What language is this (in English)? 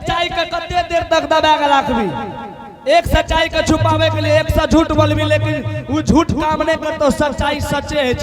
Angika